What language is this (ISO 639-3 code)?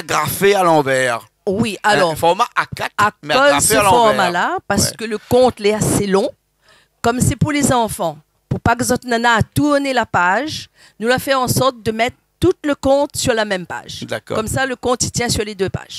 rcf